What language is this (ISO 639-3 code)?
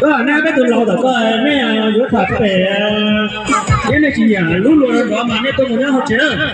hmn